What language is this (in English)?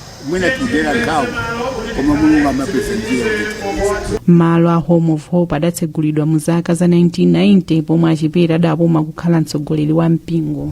Nyanja